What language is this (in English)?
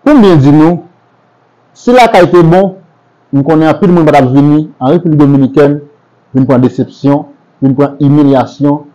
Haitian Creole